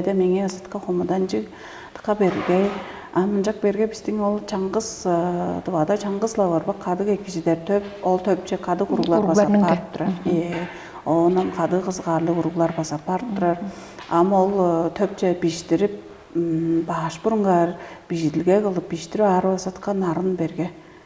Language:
Tuvinian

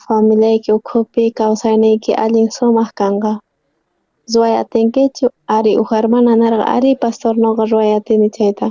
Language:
South Bolivian Quechua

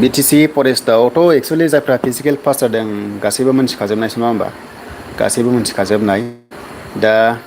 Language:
Bodo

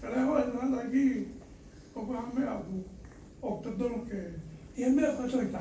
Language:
Tongan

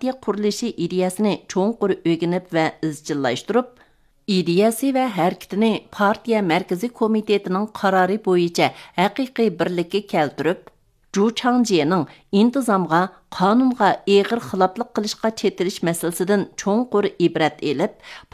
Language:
Uyghur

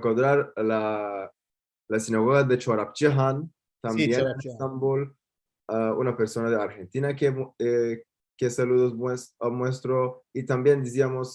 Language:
Ladino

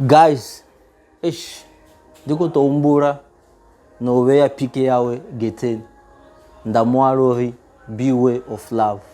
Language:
Venda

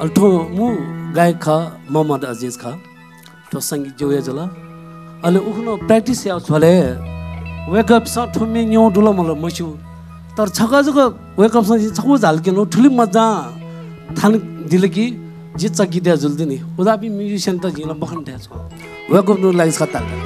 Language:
Newari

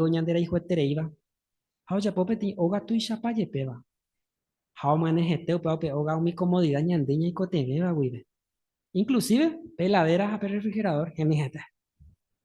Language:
Guarani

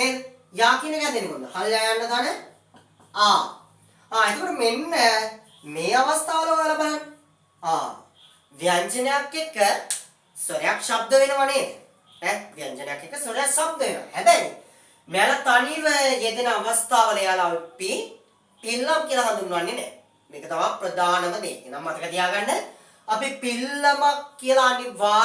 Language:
Sinhala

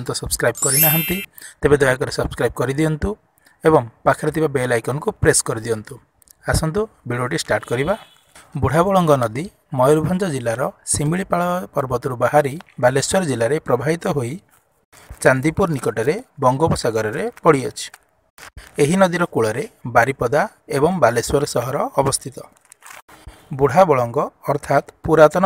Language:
Odia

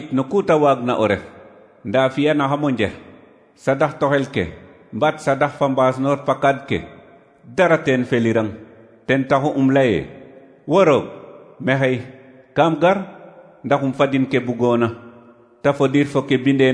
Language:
Serer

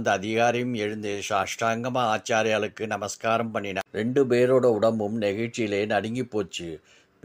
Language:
Tamil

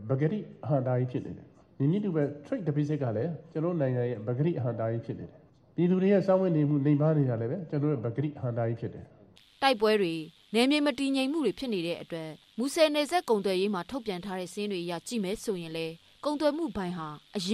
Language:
Burmese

